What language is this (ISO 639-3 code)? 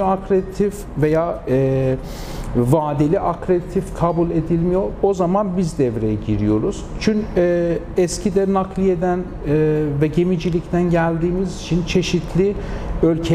tur